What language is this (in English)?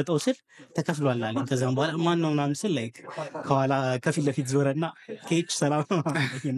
Amharic